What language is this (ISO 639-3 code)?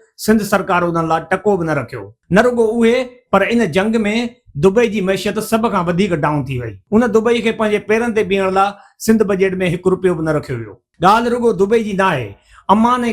snd